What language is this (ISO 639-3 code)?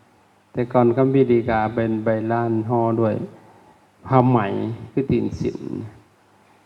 lao